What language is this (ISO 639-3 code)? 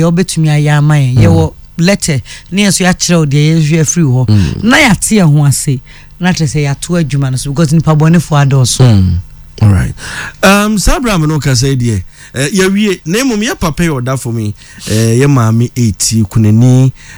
aka